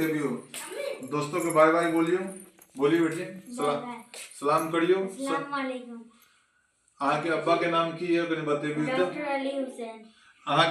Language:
Maithili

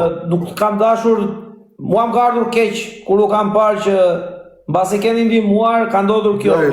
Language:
Albanian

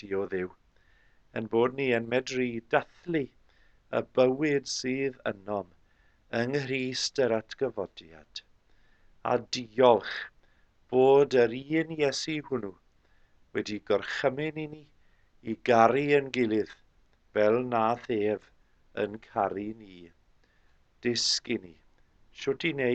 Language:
Welsh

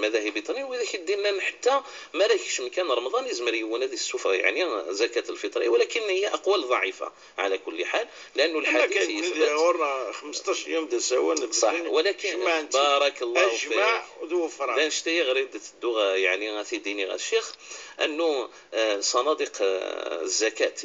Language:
Moroccan Arabic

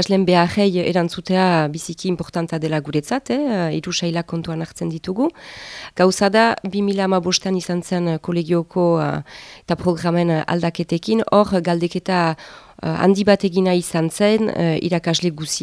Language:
Basque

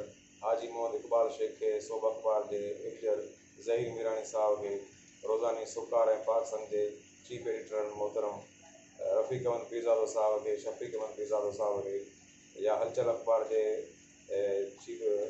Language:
Sindhi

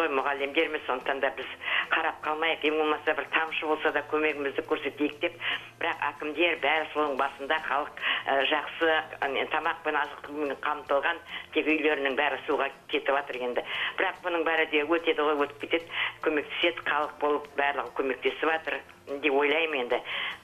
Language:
Kazakh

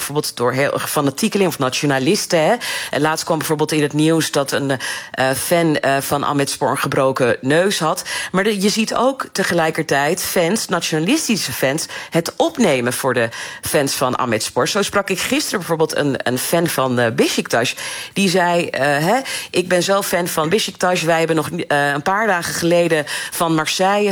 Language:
Dutch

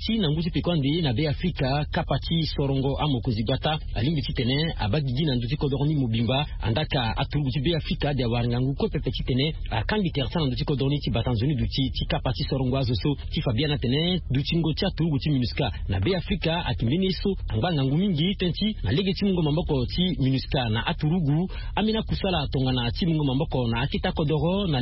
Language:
Sango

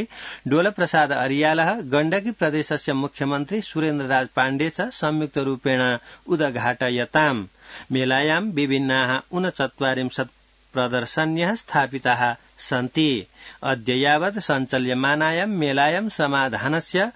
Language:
Sanskrit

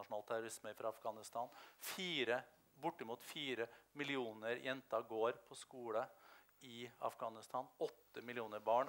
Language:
Norwegian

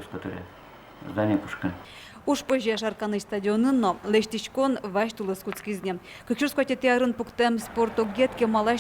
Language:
Udmurt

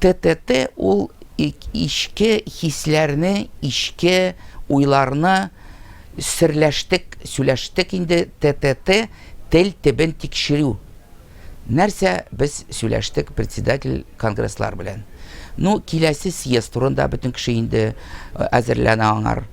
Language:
Tatar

